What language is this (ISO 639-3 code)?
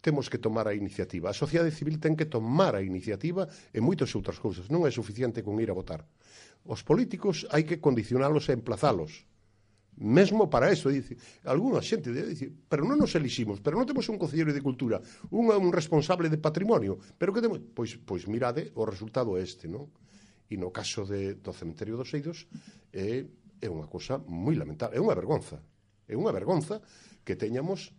glg